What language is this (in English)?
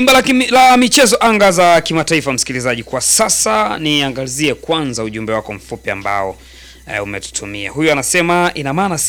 Swahili